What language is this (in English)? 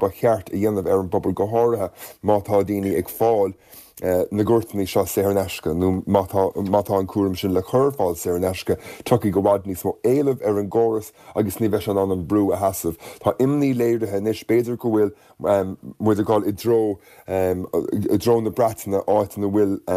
Irish